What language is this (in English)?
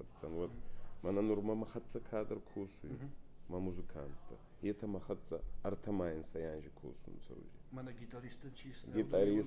Ossetic